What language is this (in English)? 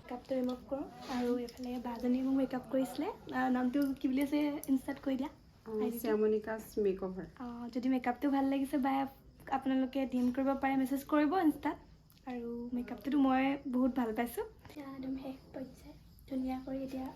Assamese